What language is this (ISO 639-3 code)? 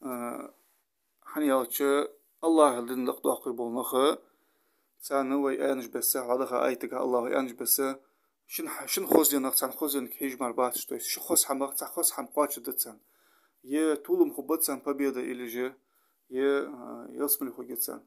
inh